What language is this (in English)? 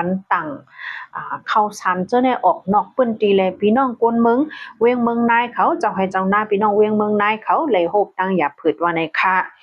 Shan